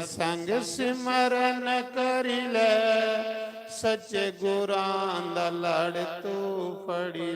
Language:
Dogri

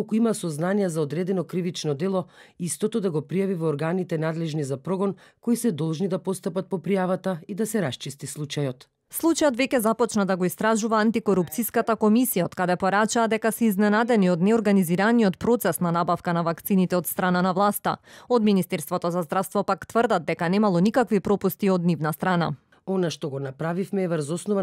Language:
Macedonian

